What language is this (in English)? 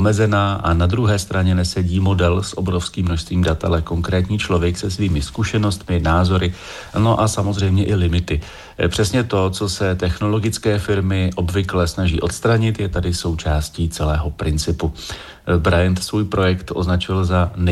Czech